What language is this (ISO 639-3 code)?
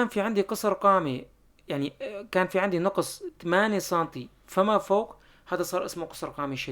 apc